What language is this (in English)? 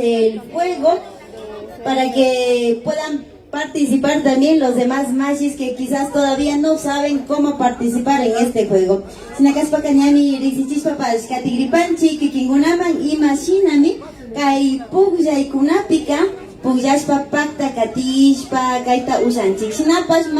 Imbabura Highland Quichua